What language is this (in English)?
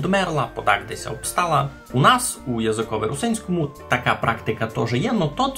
Rusyn